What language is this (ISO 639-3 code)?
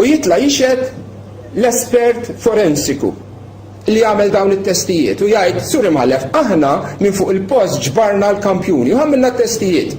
mlt